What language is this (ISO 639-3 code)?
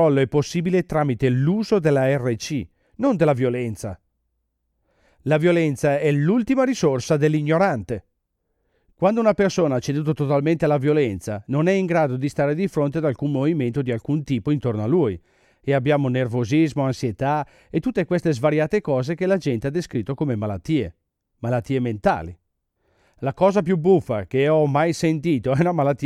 ita